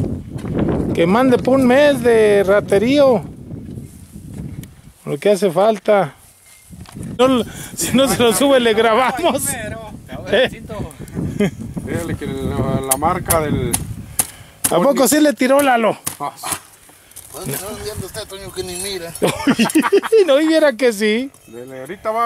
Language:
Spanish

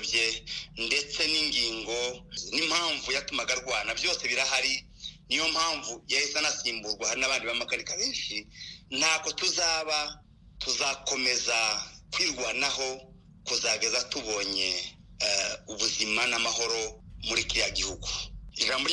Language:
Kinyarwanda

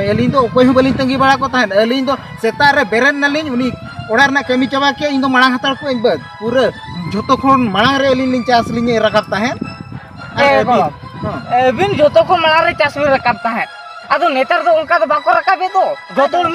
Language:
Santali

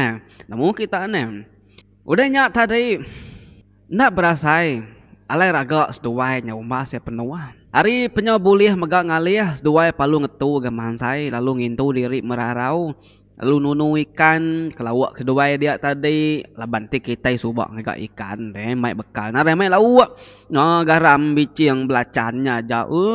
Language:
Iban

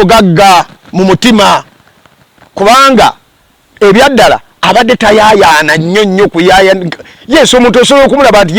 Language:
Ganda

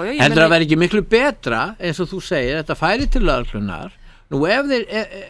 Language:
Icelandic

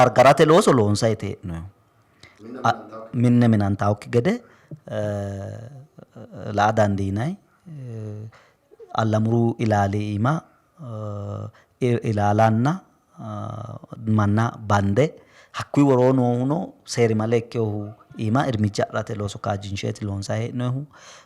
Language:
Sidamo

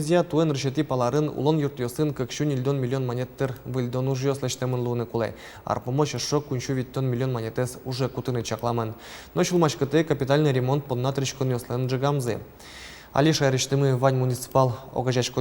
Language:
Udmurt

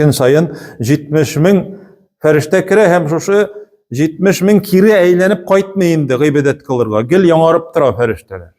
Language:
Tatar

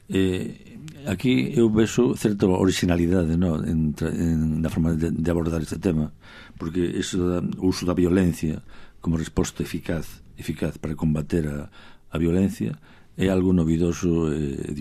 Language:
Galician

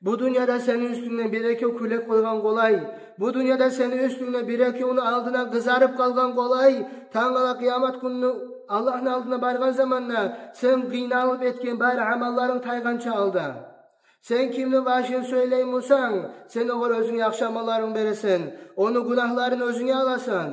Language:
Kumyk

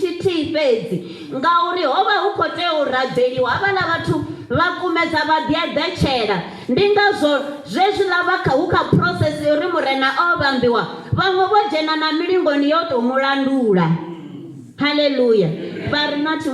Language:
Venda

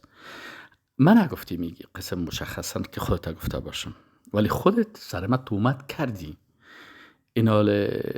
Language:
Persian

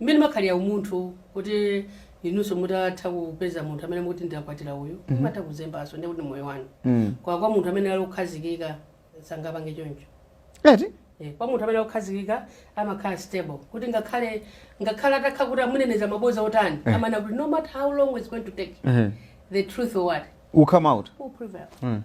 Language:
Nyanja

